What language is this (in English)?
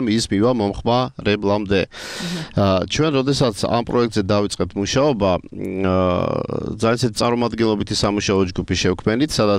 Georgian